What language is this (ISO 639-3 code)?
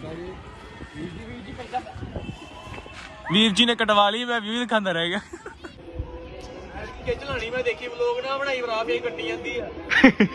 pan